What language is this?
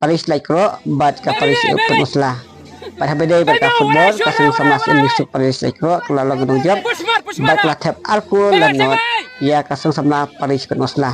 Khasi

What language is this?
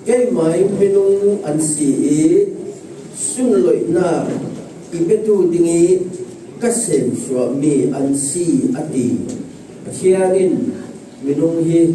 Falam Chin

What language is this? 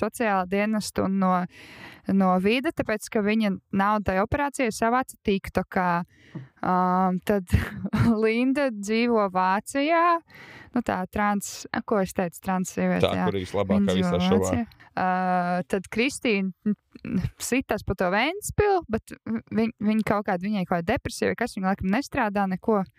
Latvian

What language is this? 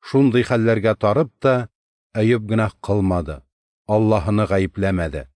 Tatar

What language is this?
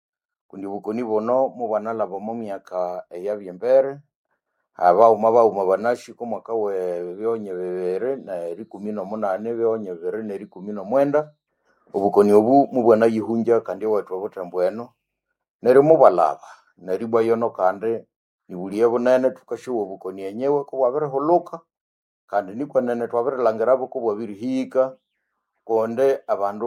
Nande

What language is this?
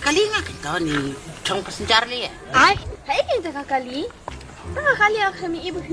Khasi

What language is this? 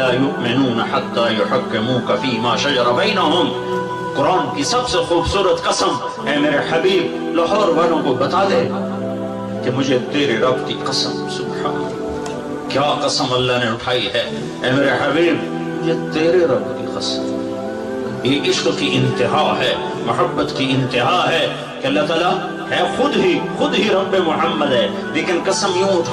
Urdu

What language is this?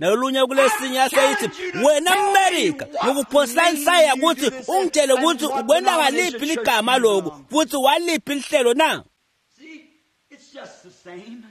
Swati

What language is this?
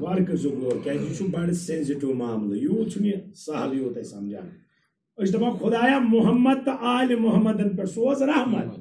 Kashmiri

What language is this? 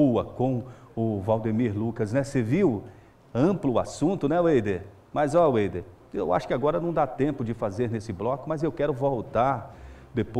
Portuguese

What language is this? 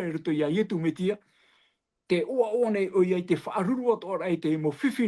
Tahitian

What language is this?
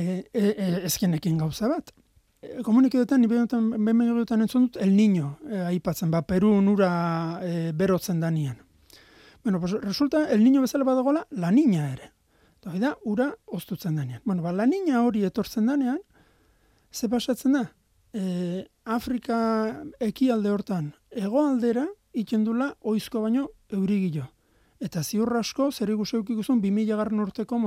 Basque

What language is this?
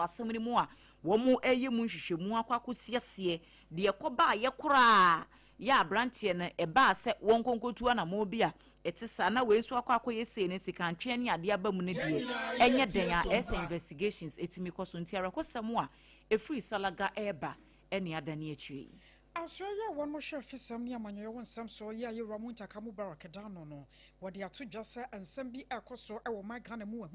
Akan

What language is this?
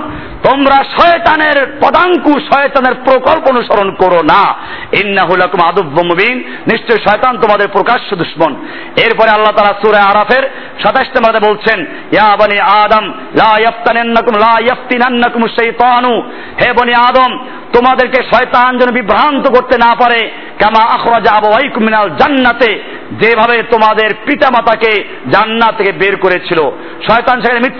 Bangla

